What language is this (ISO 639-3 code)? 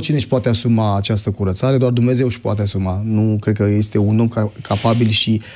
ron